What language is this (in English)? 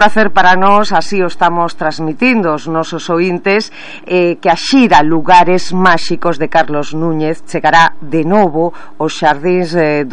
Galician